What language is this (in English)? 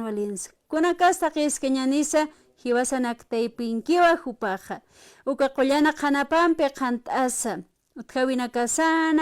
Aymara